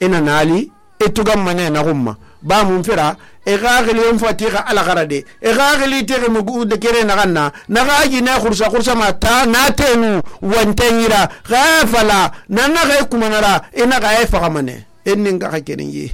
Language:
Susu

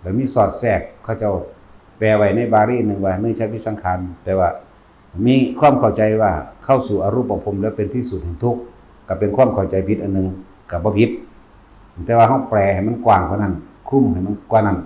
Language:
Northeastern Thai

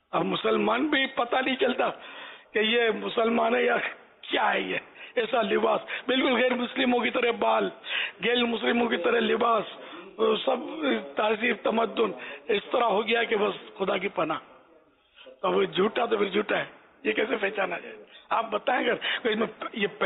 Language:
Urdu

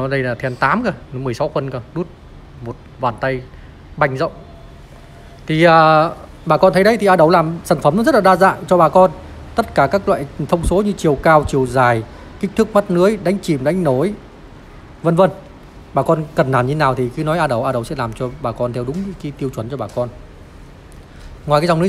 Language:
Vietnamese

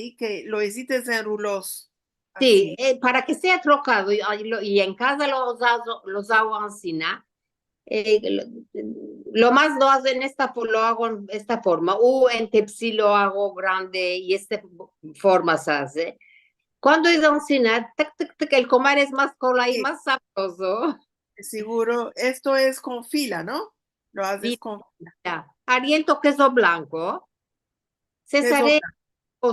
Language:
Ladino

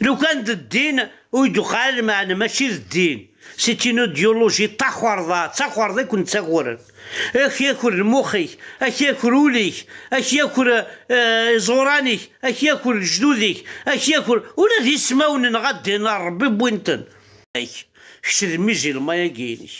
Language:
Kabyle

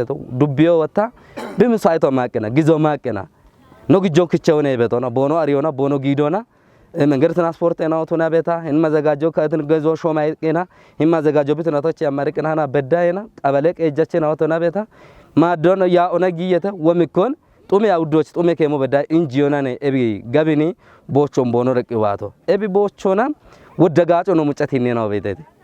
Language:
Kafa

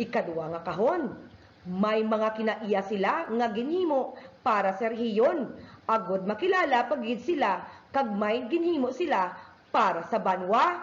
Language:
Hiligaynon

